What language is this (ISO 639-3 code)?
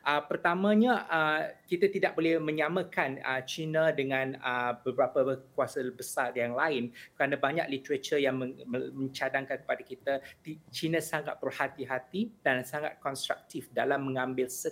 msa